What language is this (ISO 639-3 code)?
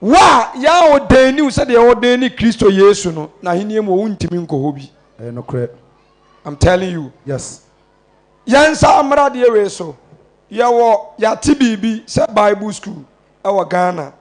aka